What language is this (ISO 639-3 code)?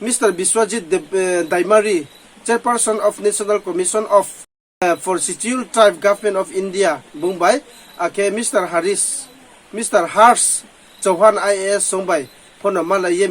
ria